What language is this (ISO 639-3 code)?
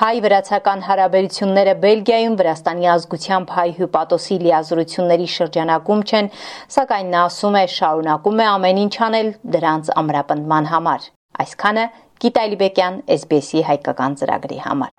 hye